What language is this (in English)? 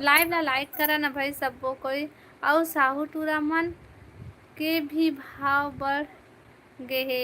Chhattisgarhi